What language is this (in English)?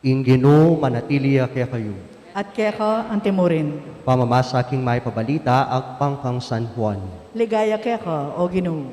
Pampanga